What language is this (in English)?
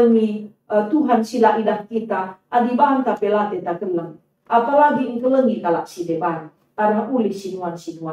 Batak Karo